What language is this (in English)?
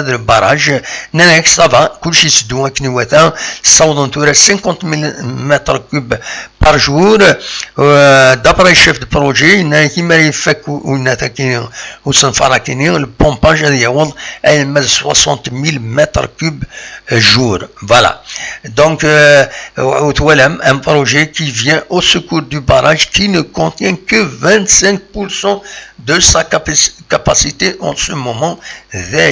Kabyle